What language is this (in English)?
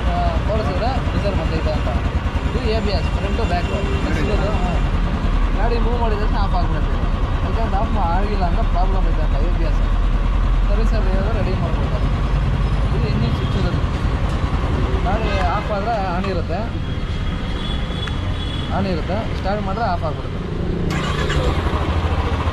Kannada